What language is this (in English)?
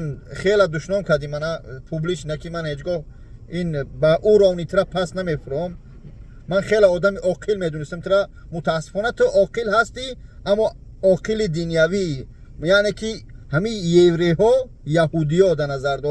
Tajik